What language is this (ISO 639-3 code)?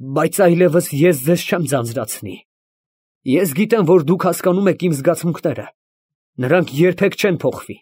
hye